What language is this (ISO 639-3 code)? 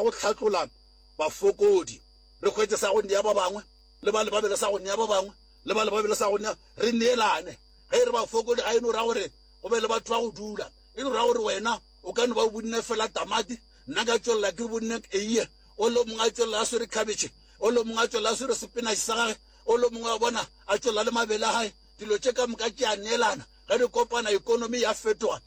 nso